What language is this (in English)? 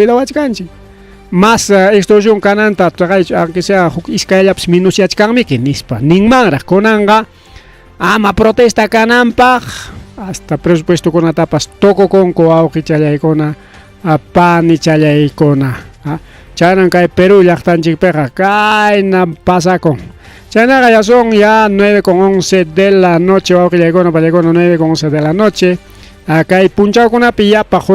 Ayacucho Quechua